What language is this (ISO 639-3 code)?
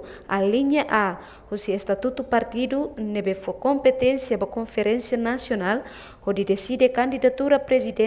tet